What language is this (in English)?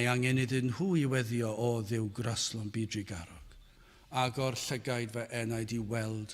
Welsh